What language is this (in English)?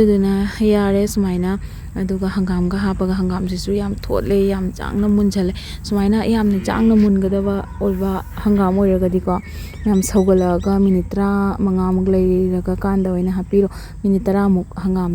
Manipuri